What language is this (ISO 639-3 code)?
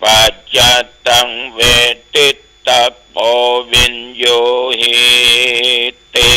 pli